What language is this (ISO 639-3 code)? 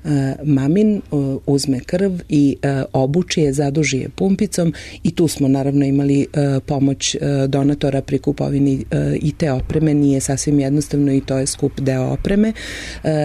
srp